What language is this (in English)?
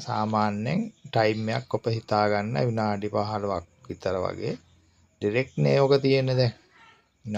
Sinhala